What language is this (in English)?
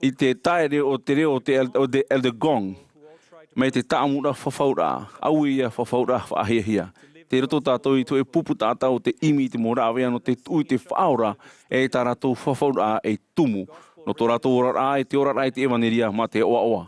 Tahitian